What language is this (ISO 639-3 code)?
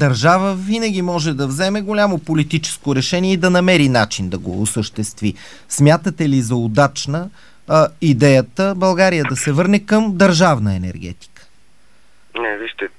bul